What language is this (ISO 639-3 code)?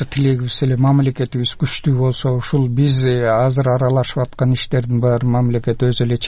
kir